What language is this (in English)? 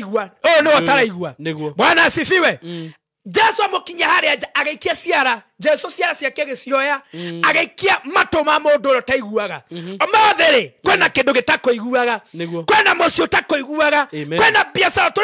Kikuyu